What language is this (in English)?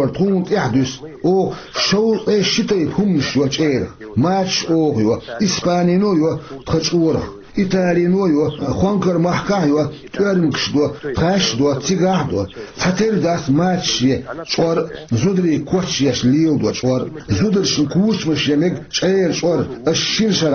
Chechen